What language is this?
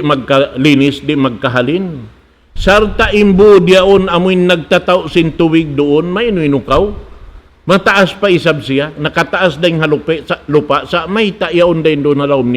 Tausug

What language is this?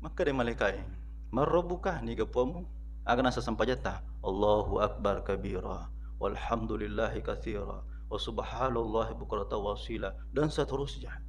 Buginese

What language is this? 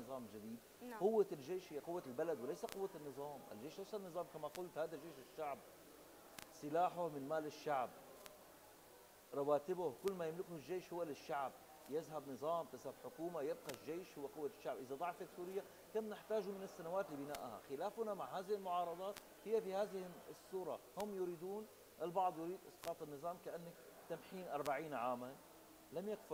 Arabic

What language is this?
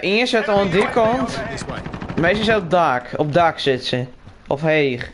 Western Frisian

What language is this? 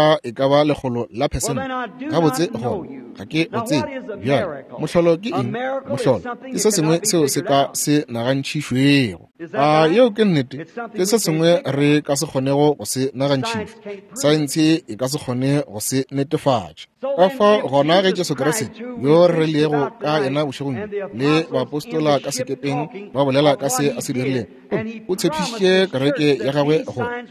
Northern Sotho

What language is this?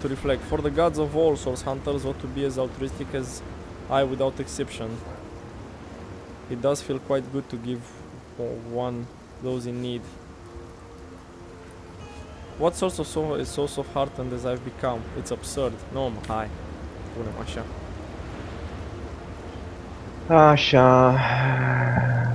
Romanian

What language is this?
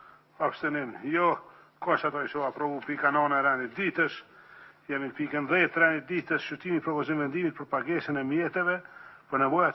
Albanian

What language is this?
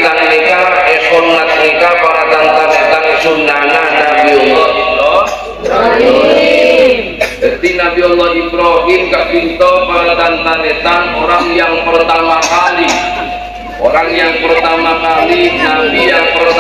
Madurese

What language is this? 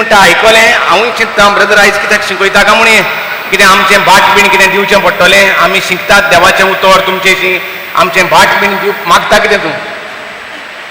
Konkani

